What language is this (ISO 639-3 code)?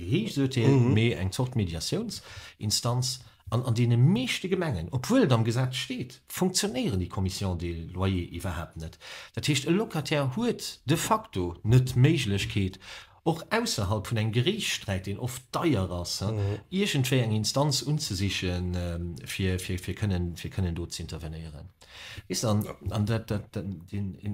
ltz